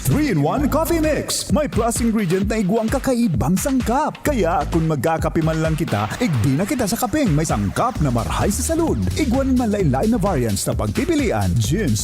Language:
Bikol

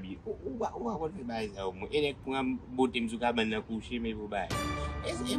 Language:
Haitian Creole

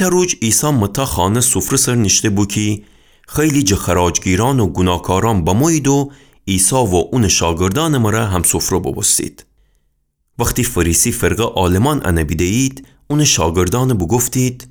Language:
Gilaki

